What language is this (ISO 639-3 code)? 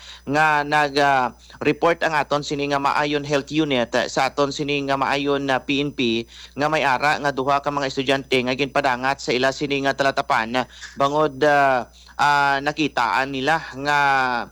hil